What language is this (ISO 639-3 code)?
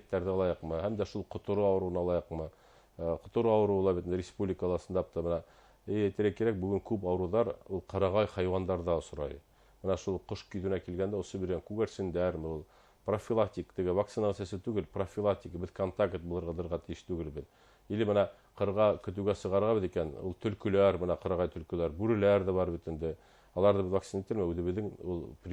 bak